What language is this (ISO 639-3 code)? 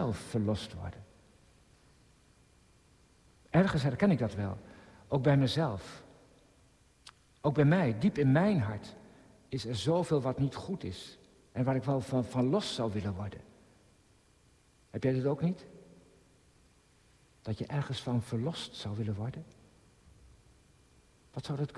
nld